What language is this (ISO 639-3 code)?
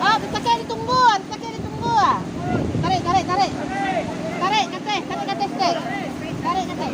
min